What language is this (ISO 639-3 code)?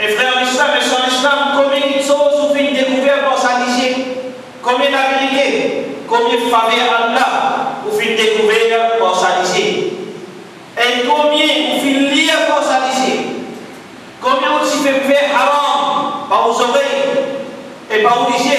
mfe